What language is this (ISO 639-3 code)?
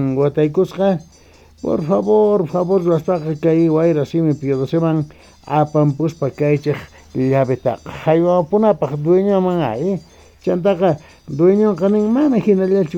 quh